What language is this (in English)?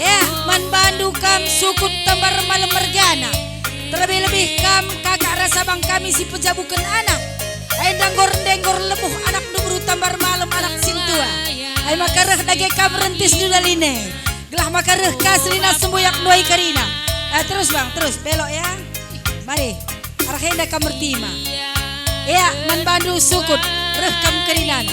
Batak Karo